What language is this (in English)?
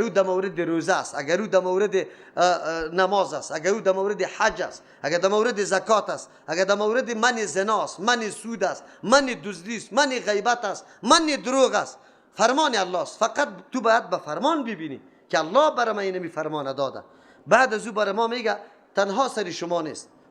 Persian